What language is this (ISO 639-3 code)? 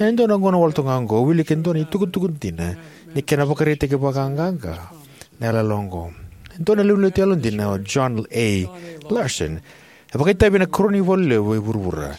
fij